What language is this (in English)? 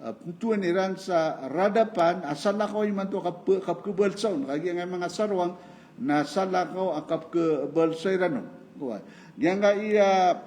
Maranao